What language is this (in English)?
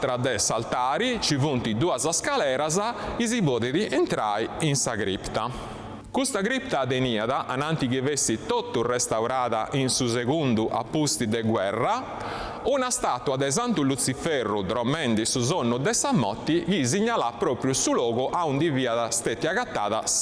Sardinian